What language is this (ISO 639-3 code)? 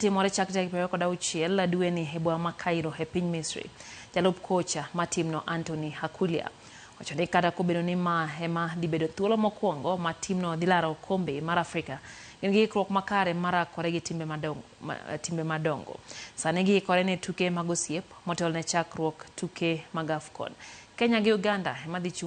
luo